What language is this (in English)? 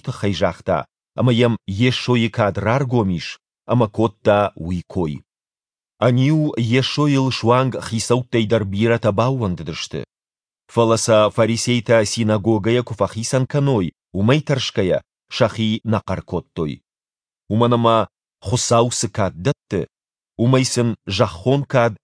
Ossetic